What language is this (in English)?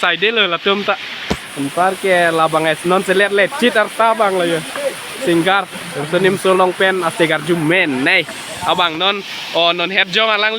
Karbi